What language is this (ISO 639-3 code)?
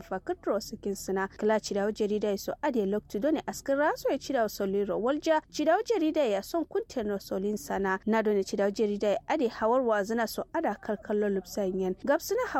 kau